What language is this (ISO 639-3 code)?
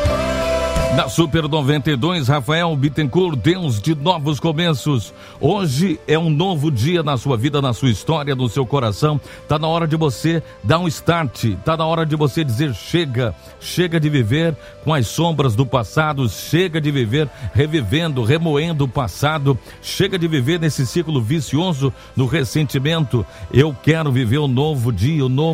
por